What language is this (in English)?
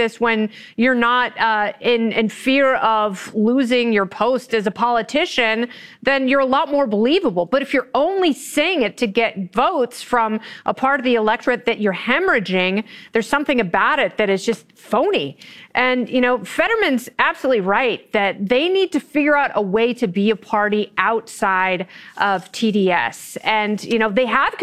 English